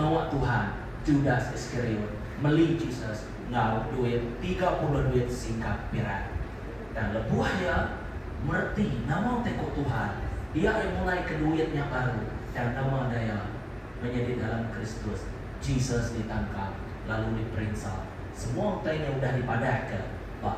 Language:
Iban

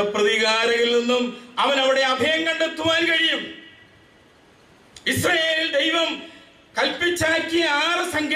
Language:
Malayalam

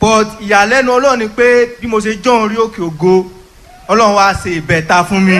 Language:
Yoruba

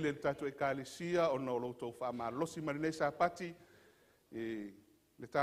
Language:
Samoan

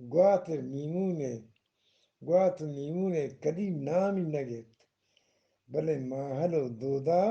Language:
Eastern Balochi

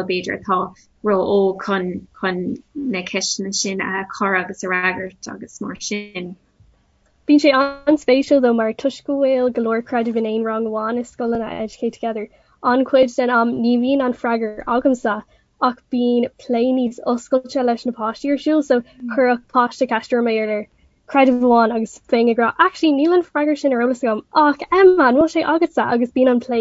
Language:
Irish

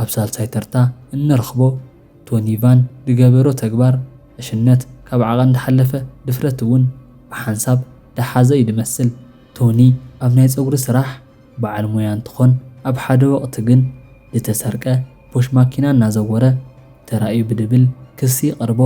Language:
Tigrinya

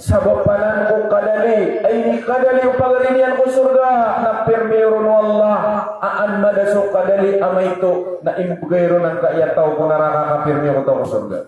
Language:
Maranao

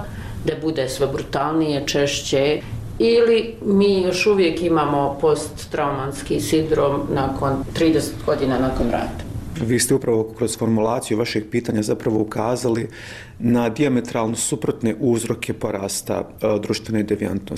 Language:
Bosnian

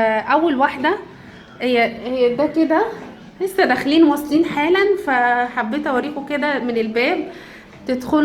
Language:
Egyptian Arabic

